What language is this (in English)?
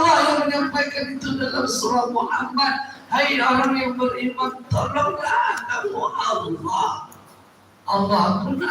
Minangkabau